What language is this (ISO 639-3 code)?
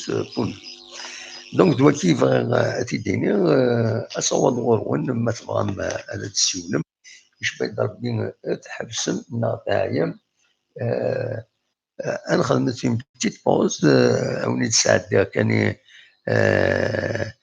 kab